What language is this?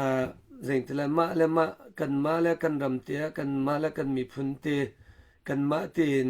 Hakha Chin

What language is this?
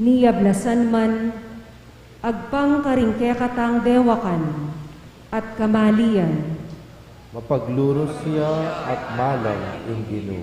Pampanga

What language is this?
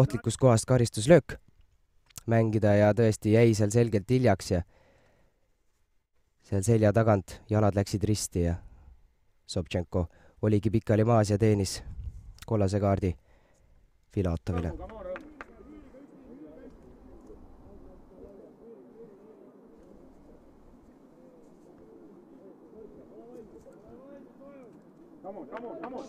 Estonian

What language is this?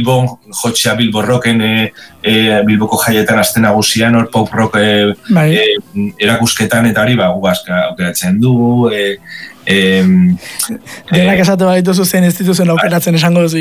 Basque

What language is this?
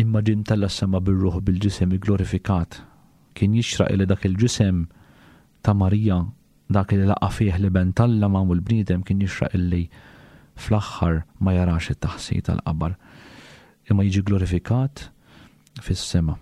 Maltese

